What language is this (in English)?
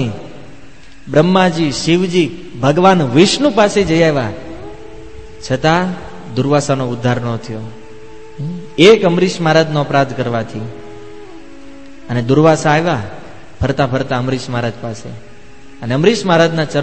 Gujarati